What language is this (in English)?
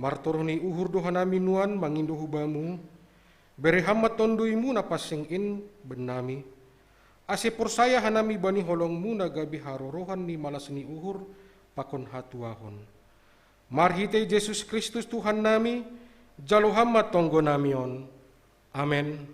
Batak Simalungun